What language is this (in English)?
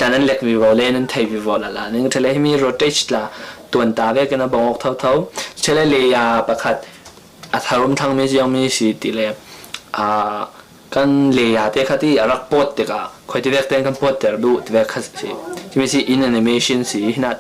Falam Chin